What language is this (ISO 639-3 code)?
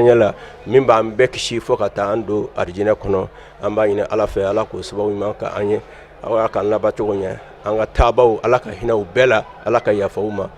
bam